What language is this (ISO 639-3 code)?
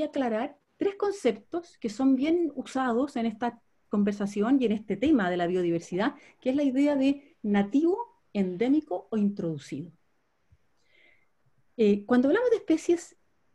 spa